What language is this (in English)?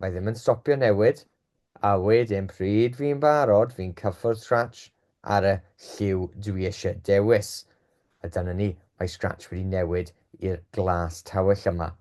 Welsh